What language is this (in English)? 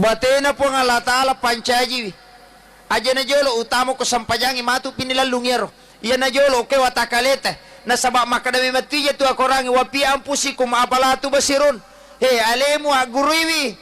Buginese